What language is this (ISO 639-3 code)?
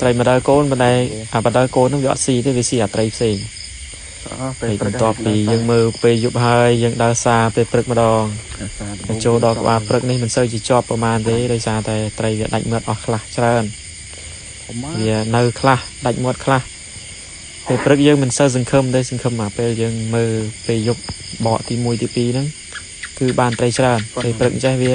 khm